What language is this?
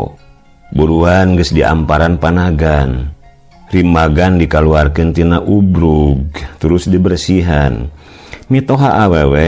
Sundanese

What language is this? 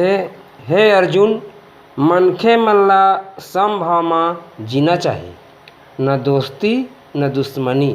Chhattisgarhi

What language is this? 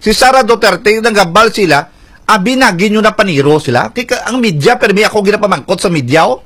Hiligaynon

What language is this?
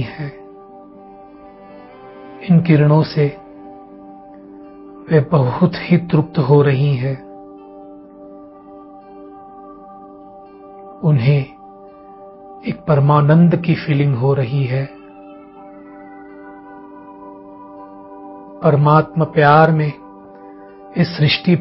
Hindi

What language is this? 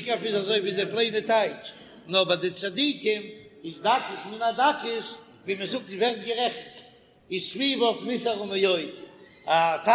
Yiddish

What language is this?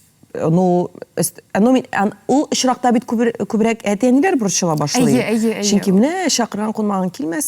Tatar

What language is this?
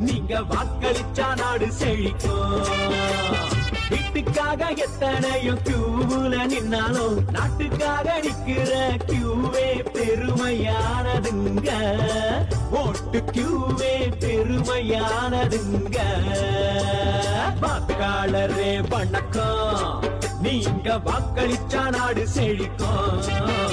Tamil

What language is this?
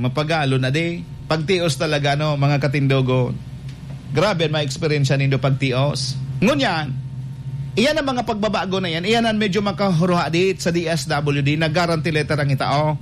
Bikol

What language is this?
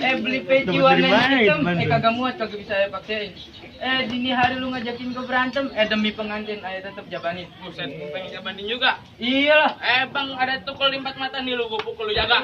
Betawi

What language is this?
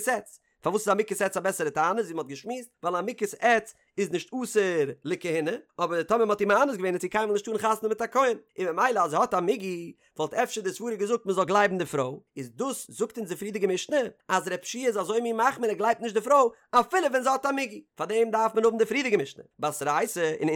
Yiddish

